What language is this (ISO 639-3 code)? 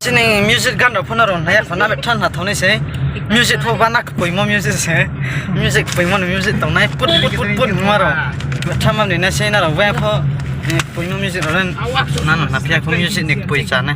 ria